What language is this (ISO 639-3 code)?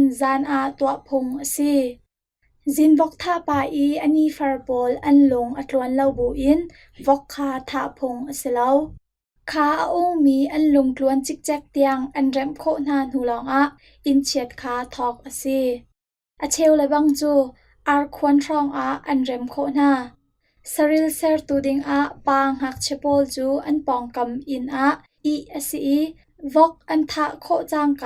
cnh